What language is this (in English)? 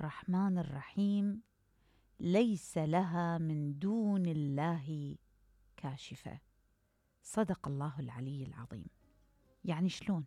Mesopotamian Arabic